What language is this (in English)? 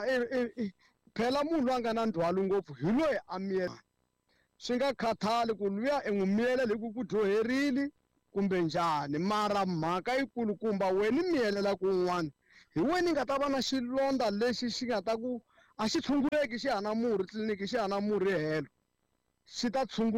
Tsonga